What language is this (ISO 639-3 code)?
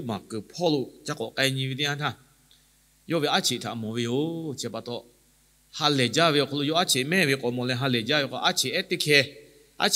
lhu